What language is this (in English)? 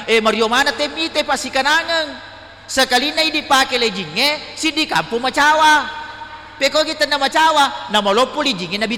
Buginese